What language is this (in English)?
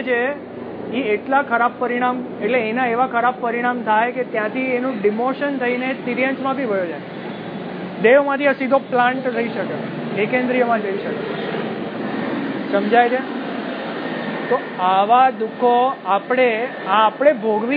Gujarati